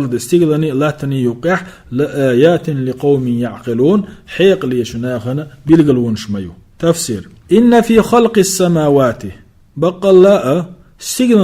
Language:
Chechen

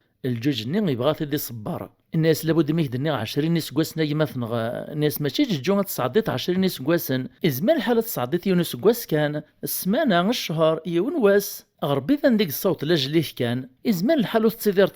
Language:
Kabyle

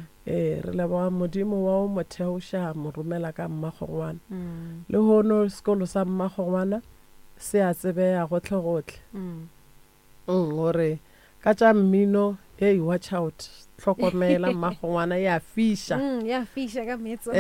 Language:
Northern Sotho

